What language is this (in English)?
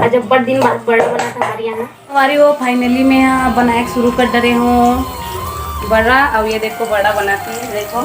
Chhattisgarhi